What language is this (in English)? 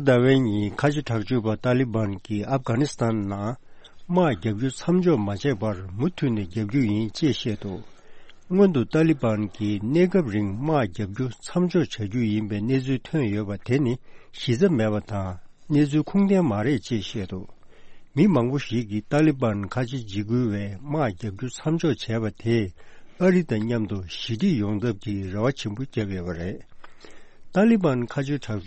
Tibetan